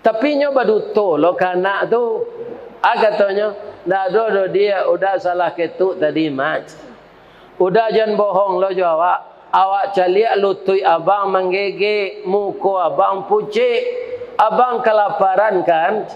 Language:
Minangkabau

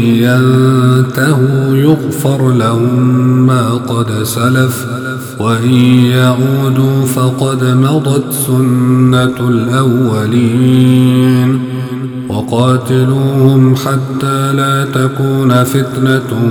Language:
Arabic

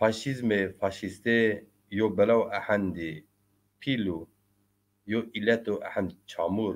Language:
Zaza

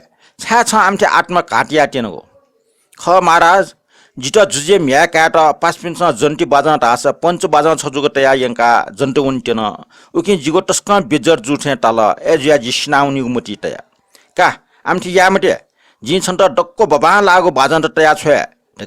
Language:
Newari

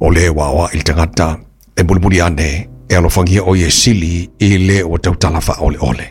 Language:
Samoan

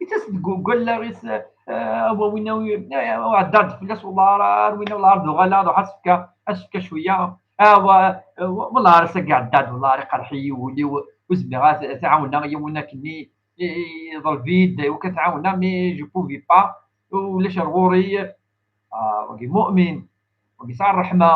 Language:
Kabyle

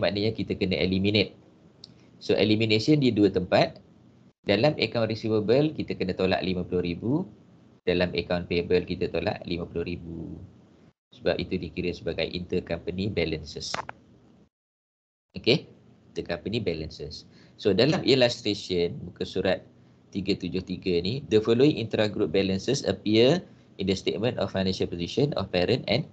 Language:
Malay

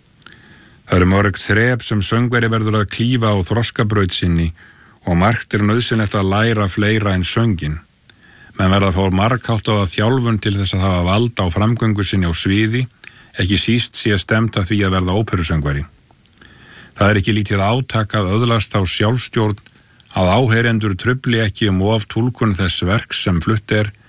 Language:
Icelandic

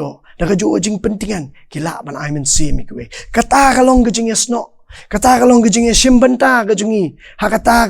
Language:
Khasi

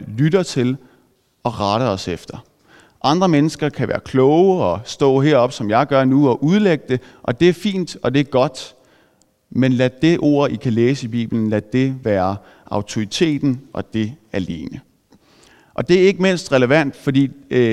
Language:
Danish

